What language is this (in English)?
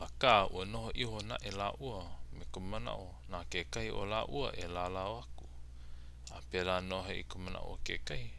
Hawaiian